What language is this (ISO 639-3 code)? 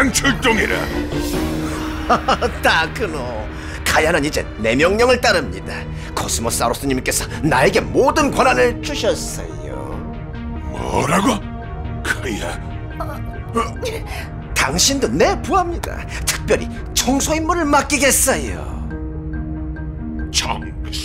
kor